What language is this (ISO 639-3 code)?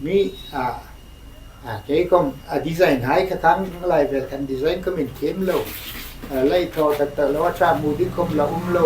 hmr